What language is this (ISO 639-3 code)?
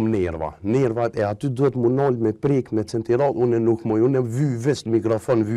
sqi